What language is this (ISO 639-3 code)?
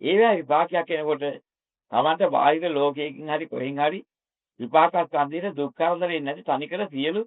sin